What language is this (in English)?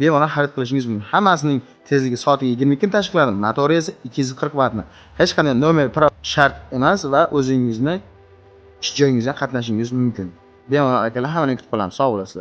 Uzbek